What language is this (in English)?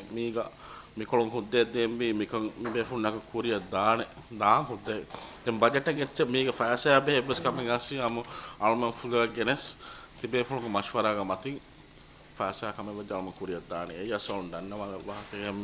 Divehi